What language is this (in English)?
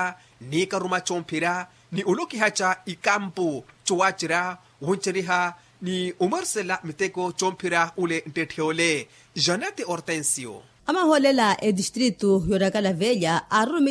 Makhuwa